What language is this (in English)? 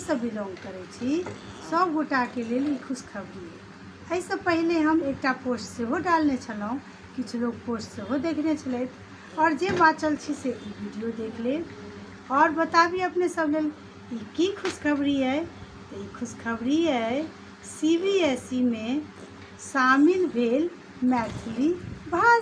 Maithili